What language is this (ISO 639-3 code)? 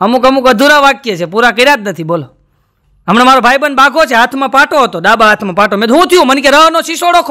guj